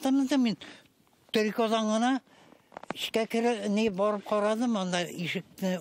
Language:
Tatar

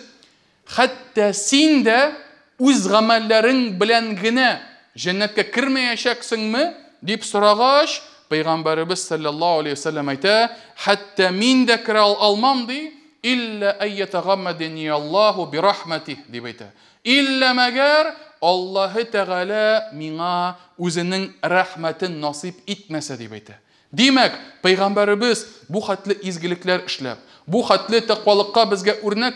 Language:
Tatar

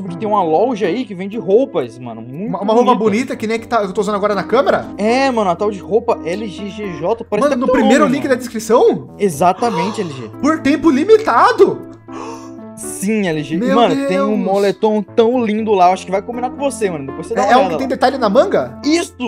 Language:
Portuguese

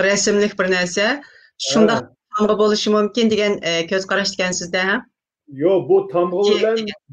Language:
Uyghur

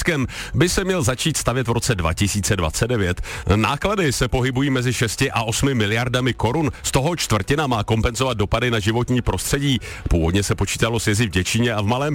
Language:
Czech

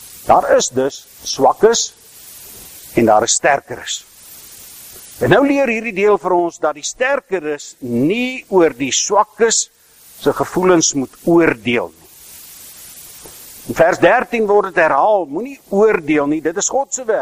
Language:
Afrikaans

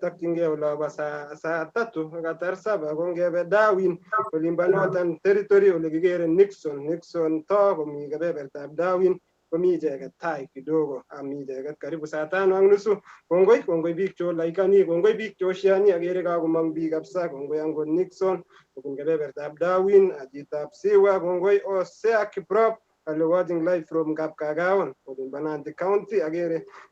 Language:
Kalenjin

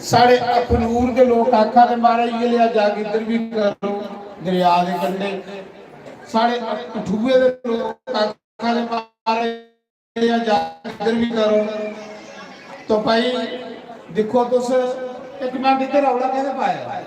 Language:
Dogri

